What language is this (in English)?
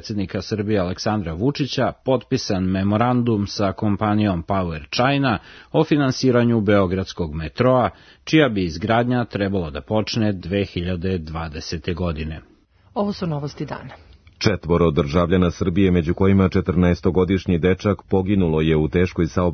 Serbian